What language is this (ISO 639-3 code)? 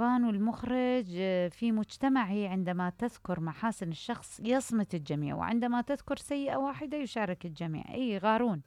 acm